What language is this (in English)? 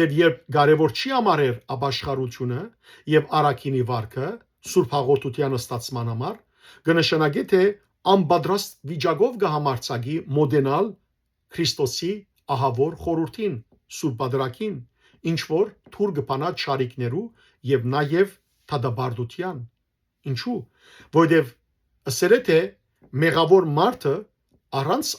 Western Armenian